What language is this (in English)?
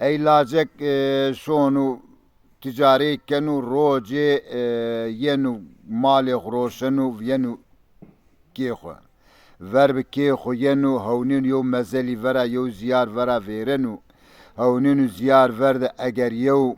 Zaza